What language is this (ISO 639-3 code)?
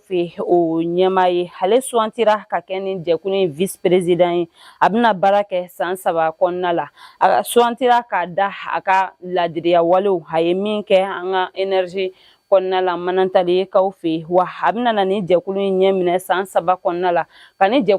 bam